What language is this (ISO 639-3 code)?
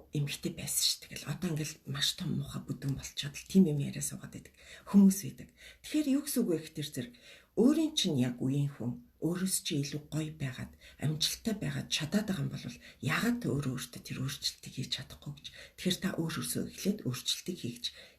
mon